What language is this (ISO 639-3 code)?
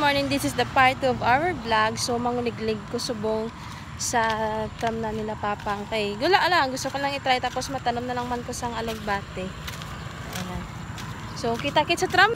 hil